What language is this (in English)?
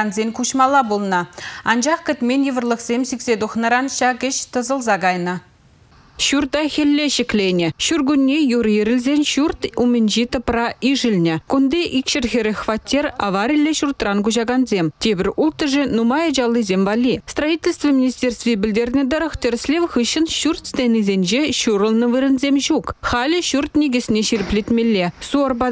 Chuvash